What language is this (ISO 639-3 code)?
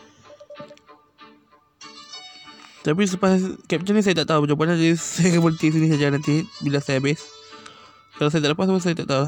msa